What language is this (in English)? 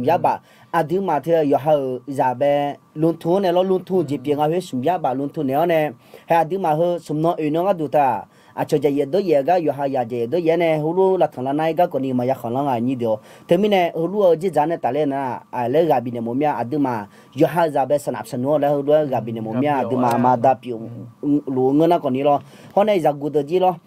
Akha